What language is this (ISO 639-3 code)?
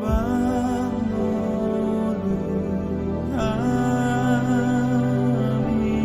bbc